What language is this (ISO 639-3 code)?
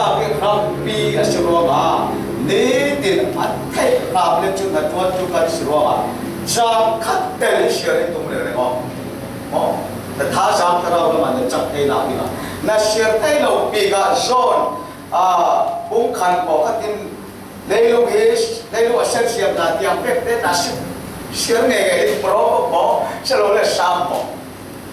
cfm